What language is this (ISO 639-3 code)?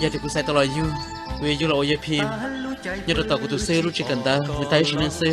hmn